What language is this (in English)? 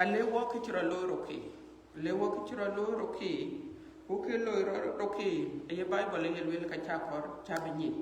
Dinka